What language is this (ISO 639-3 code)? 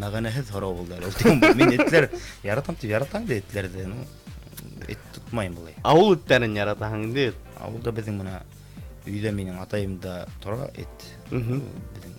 bak